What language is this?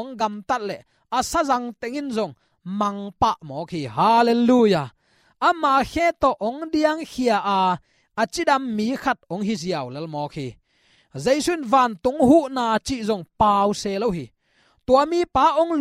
Tedim Chin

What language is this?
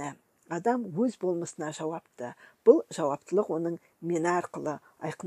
Kazakh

